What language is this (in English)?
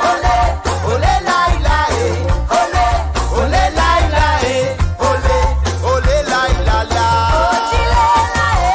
Morisyen